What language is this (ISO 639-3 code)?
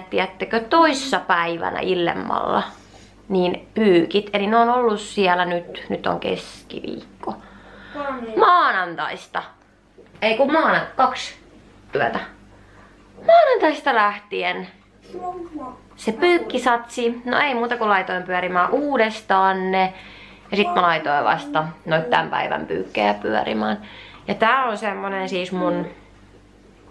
fin